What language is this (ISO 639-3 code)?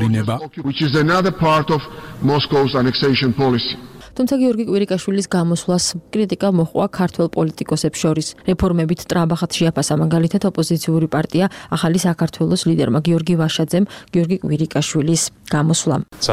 kat